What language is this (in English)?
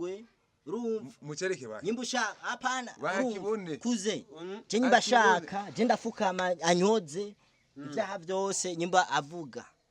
Rundi